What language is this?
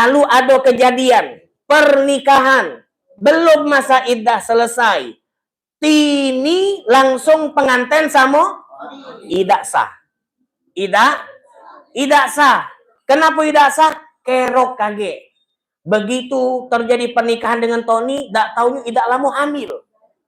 Musi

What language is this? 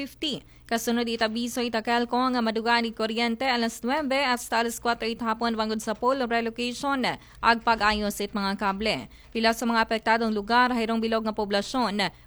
Aklanon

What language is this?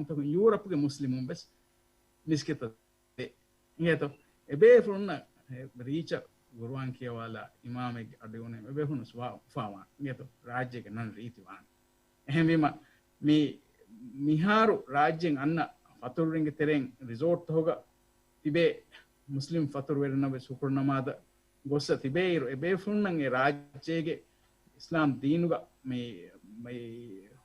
Divehi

